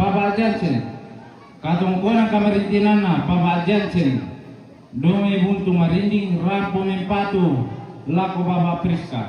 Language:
Toraja-Sa'dan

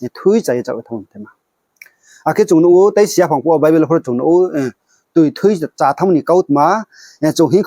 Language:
Riang (India)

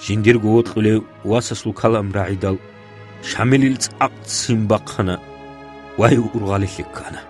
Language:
Avaric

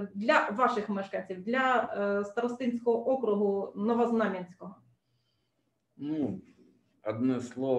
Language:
Ukrainian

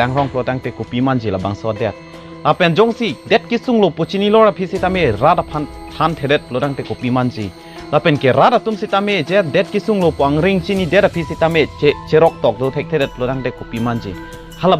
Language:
Karbi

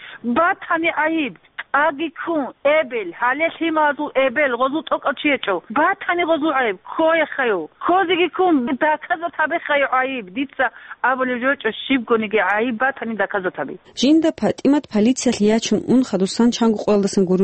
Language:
Avaric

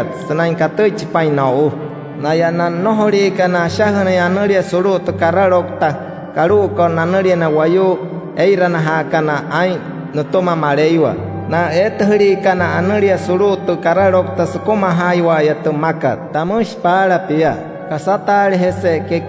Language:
Wayuu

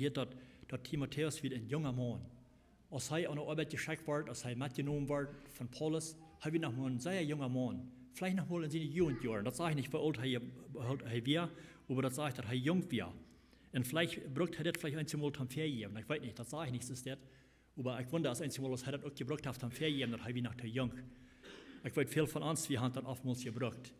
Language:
Plautdietsch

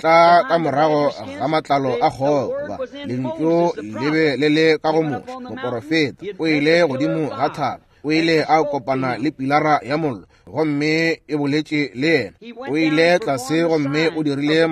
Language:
Northern Sotho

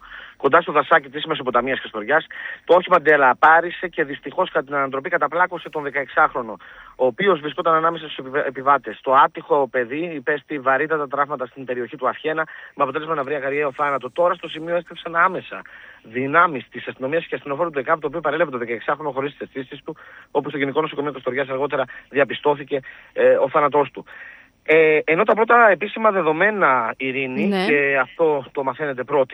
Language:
Greek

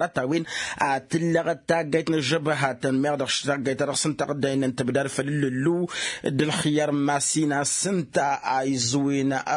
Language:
Tamasheq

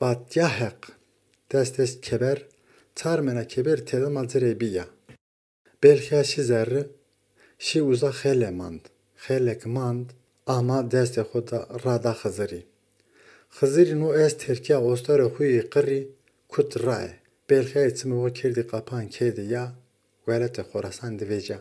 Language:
Zaza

